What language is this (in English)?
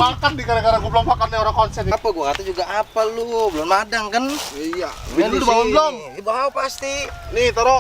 Betawi